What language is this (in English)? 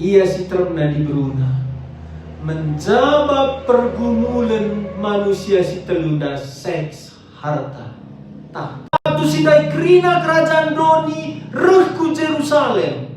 Batak Karo